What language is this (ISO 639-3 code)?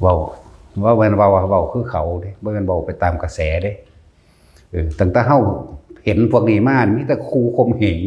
tts